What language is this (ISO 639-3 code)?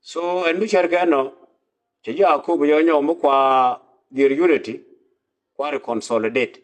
nus